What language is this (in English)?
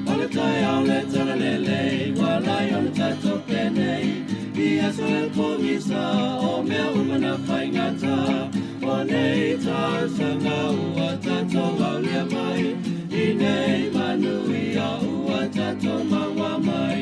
Samoan